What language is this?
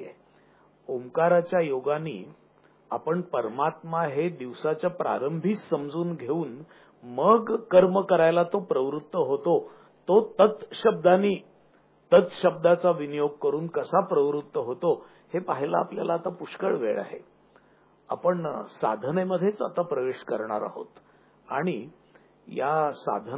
Marathi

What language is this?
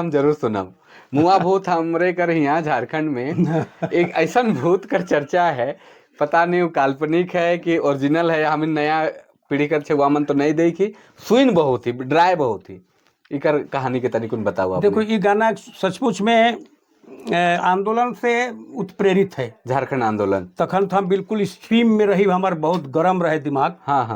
Sadri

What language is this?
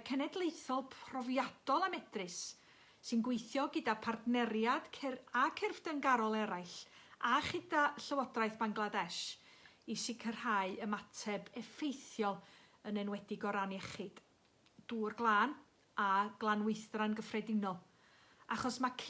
Welsh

